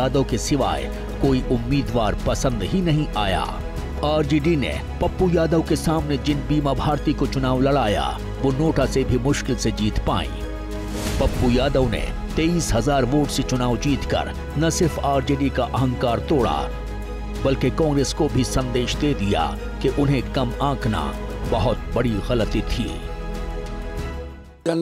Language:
Hindi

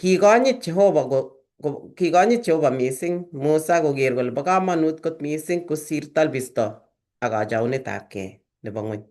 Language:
Kalenjin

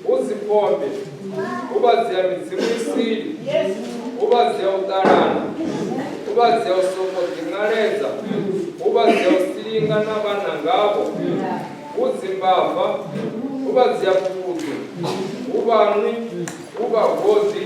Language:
Venda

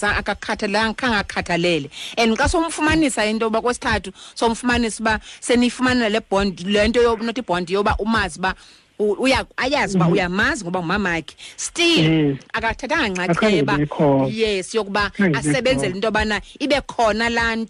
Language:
Xhosa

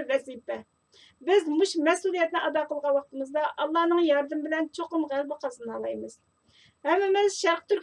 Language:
Uyghur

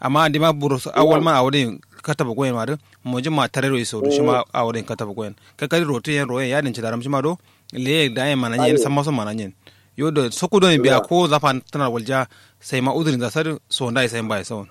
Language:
Kanuri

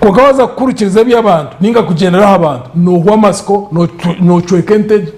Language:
Nyankole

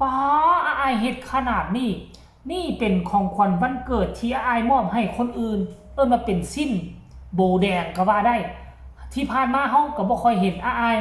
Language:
Lao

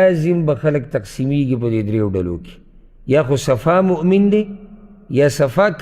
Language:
Pashto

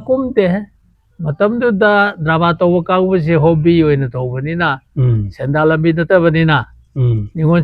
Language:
Manipuri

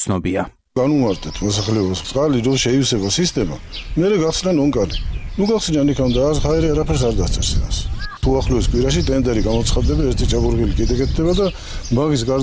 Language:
Georgian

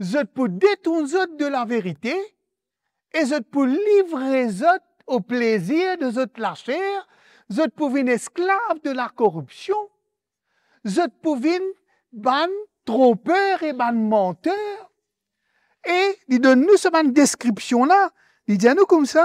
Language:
Morisyen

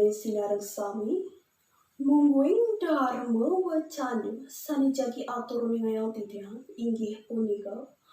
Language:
Balinese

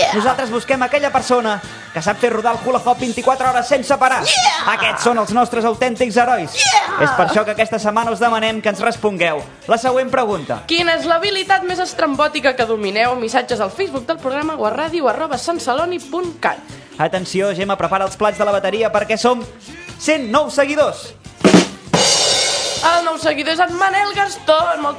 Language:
Catalan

